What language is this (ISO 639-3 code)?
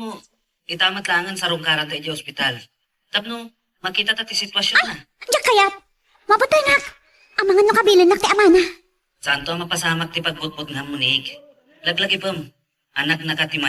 ilo